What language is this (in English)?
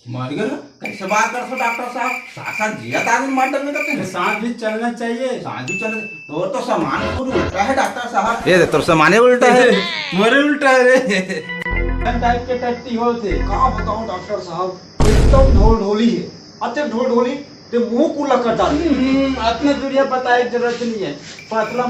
Chhattisgarhi